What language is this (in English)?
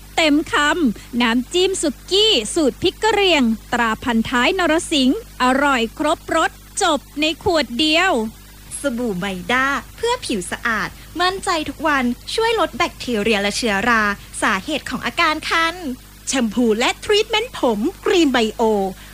Thai